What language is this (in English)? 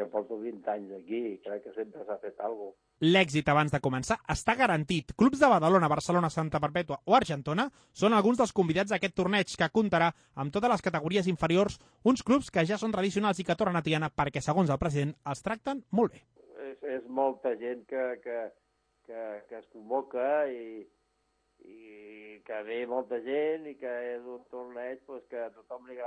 Catalan